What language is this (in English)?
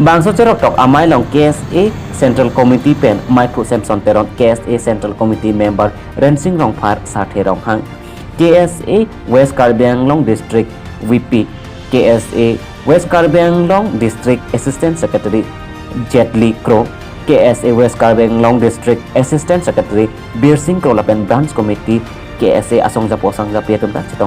Karbi